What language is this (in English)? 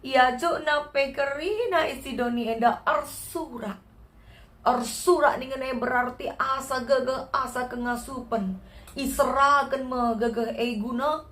Batak Karo